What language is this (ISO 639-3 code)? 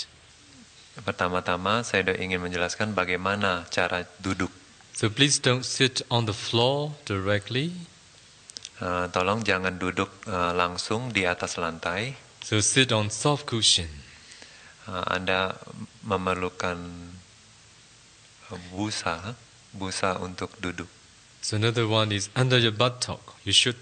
ind